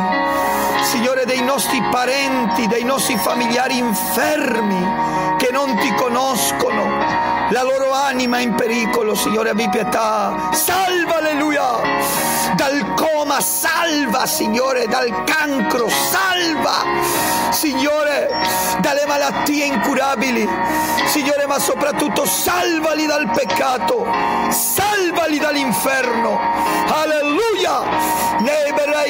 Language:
Italian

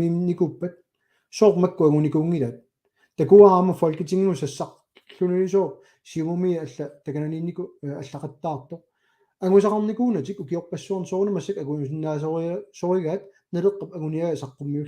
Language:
Kalaallisut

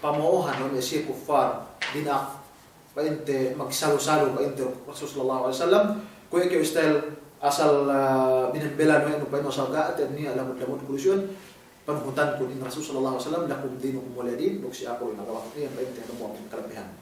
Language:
Yakan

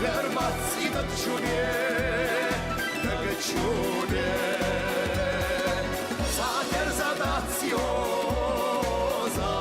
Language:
Chechen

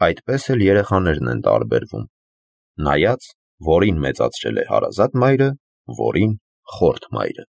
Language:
Armenian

